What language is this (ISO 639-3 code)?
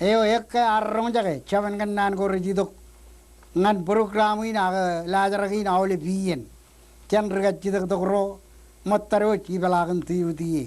mah